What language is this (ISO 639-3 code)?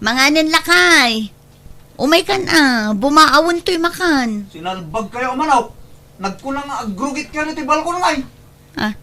ilo